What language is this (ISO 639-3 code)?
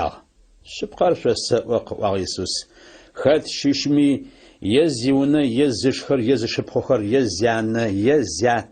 ady